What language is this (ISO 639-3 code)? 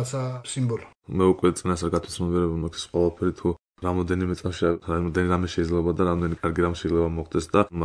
kat